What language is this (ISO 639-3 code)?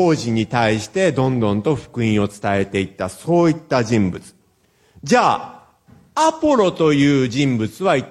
jpn